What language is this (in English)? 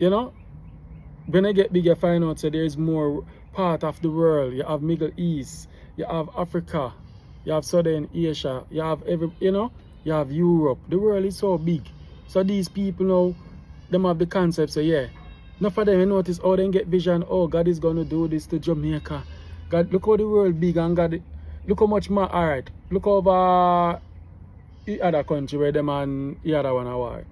Jamaican Creole English